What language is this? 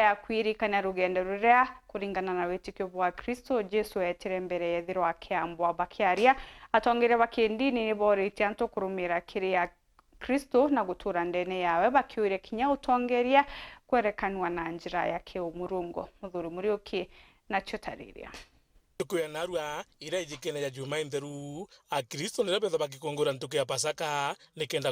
Meru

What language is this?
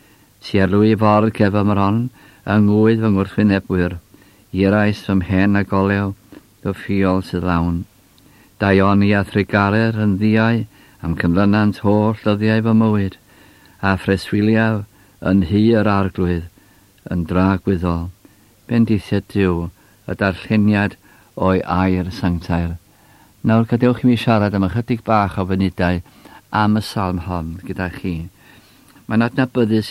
Welsh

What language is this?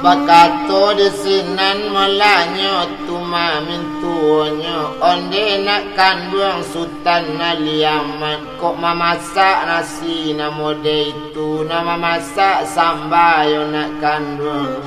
Minangkabau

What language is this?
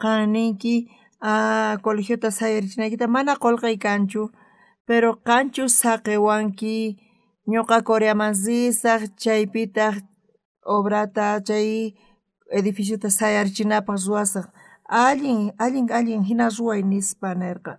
South Bolivian Quechua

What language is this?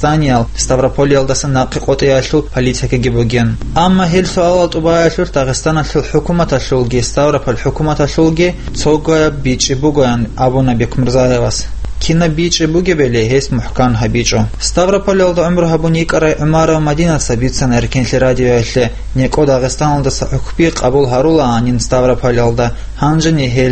Avaric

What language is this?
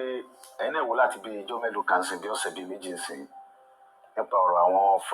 Yoruba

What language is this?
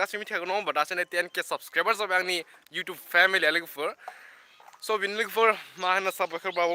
Bodo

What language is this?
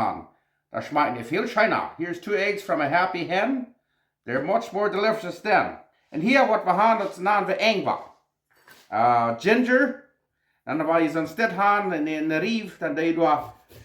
Plautdietsch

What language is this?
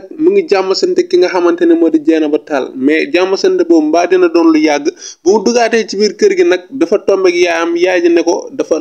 Wolof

